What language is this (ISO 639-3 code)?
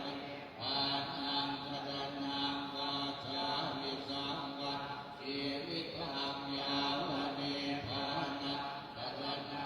pli